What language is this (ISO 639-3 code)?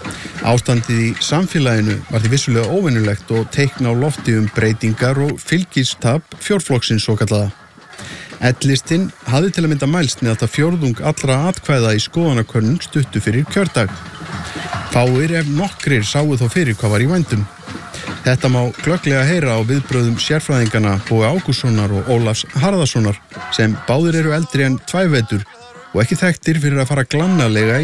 isl